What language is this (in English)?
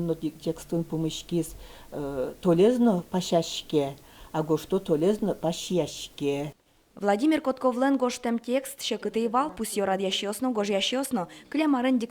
Udmurt